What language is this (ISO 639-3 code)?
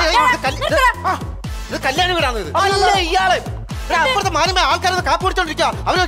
mal